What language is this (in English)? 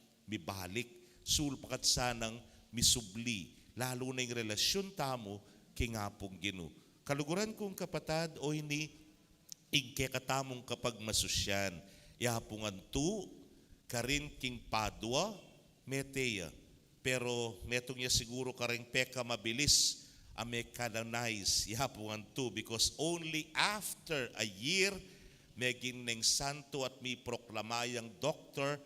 Pampanga